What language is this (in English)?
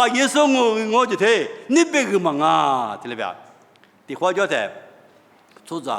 Lisu